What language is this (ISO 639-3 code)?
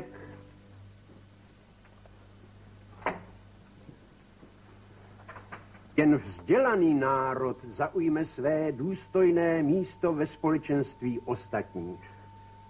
ces